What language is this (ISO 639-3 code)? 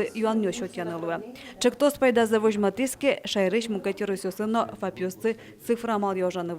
udm